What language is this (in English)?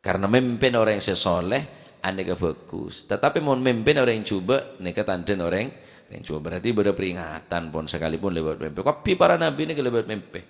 Madurese